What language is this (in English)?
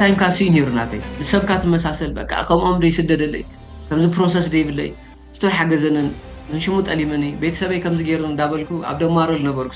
Tigrinya